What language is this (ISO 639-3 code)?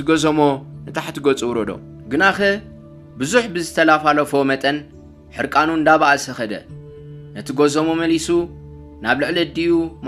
tir